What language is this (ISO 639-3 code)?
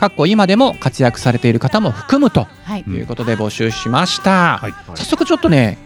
jpn